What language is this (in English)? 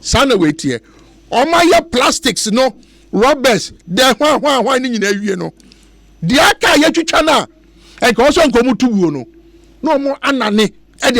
Akan